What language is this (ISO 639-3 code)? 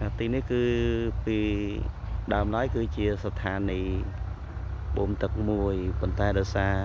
khm